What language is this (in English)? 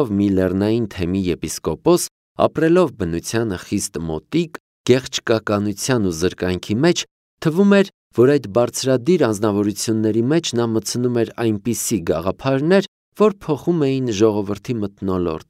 Armenian